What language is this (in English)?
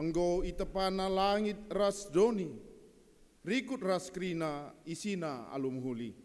Batak Karo